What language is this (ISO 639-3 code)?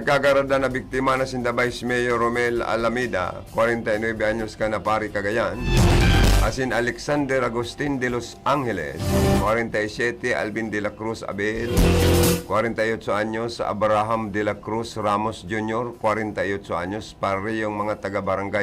bik